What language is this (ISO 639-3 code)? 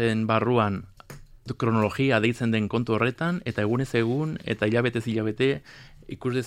eus